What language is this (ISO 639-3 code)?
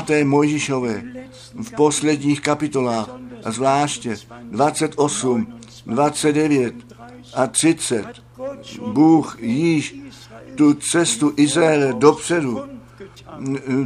ces